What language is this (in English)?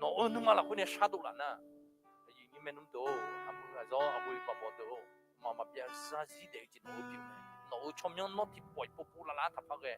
Akha